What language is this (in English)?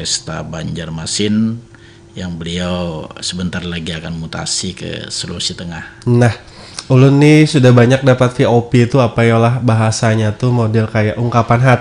Banjar